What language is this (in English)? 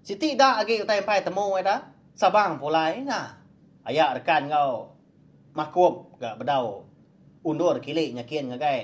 Iban